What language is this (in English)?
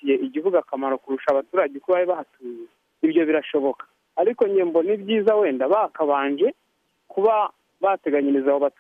Kinyarwanda